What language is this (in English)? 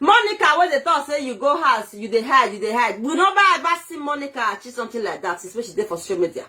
Nigerian Pidgin